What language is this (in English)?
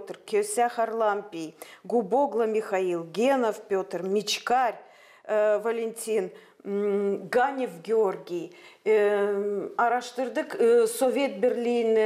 Gagauz